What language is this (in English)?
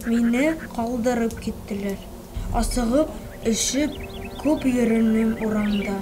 Bashkir